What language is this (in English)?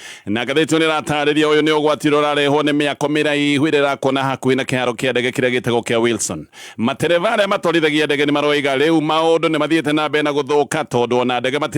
Kikuyu